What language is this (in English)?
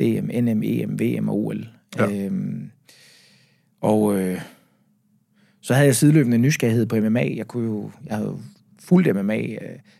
Danish